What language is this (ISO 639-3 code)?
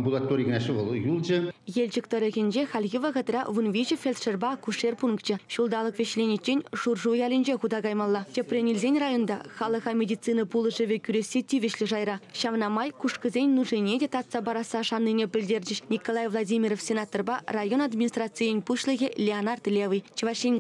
chv